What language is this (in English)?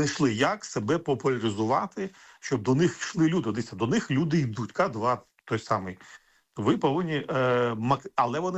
Ukrainian